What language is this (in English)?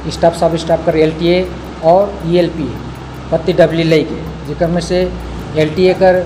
Sadri